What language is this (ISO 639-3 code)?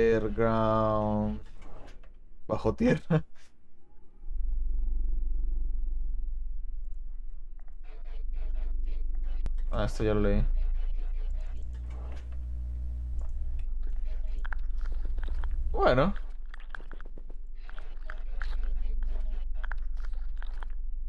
spa